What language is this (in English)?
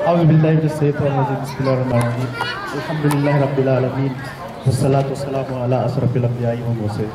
Yakan